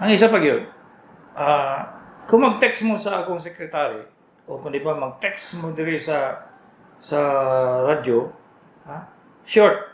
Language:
Cebuano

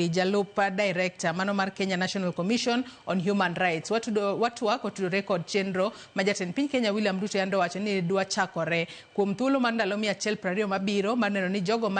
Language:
Luo (Kenya and Tanzania)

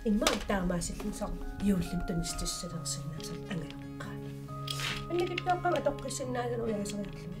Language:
Kalaallisut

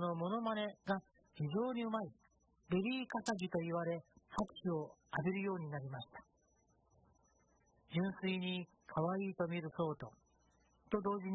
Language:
Japanese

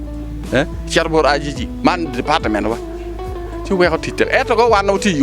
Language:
Acoli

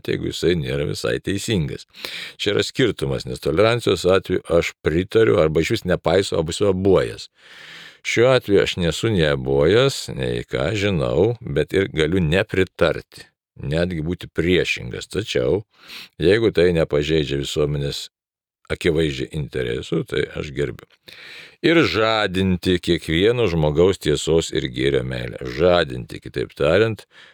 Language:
Lithuanian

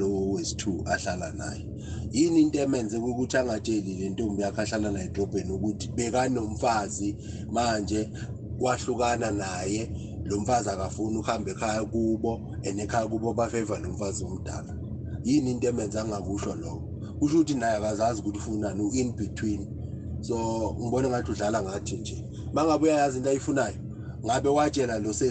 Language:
South Ndebele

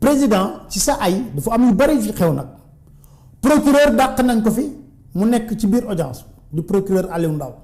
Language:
Wolof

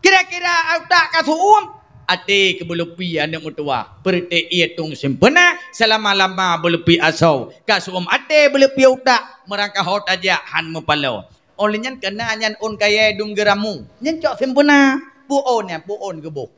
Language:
Achinese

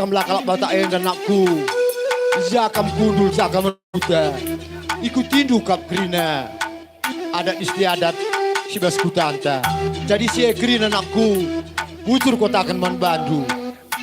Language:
Batak Karo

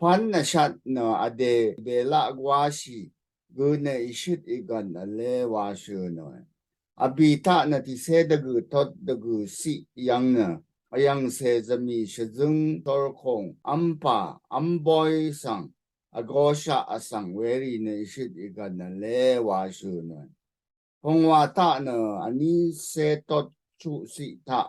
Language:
Rawang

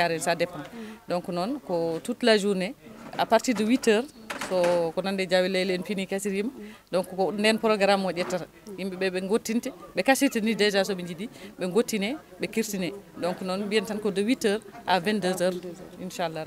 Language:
Fula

